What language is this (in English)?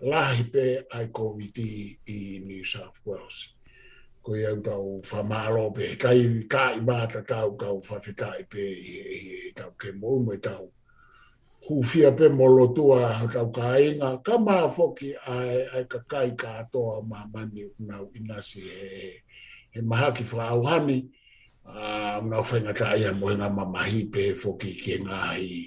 Tongan